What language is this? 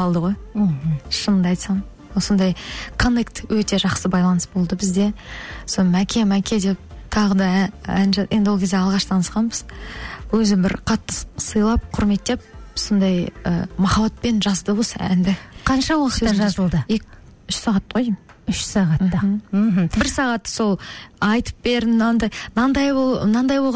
Kazakh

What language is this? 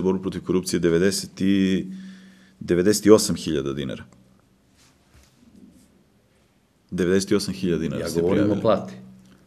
Serbian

